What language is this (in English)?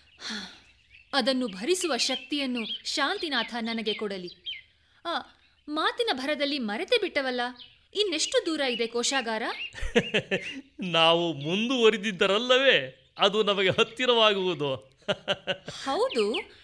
Kannada